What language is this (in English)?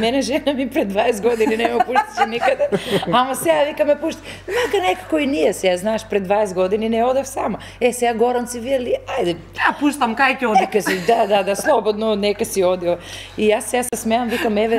Macedonian